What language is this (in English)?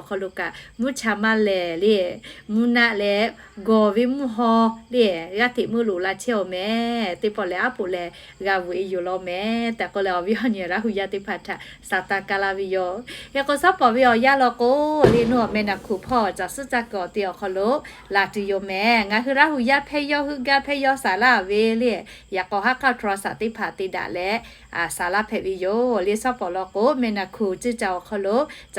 Lahu